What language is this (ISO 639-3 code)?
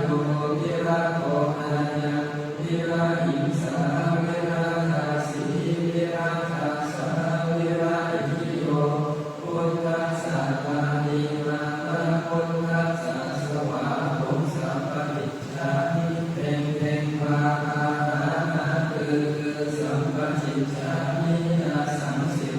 pli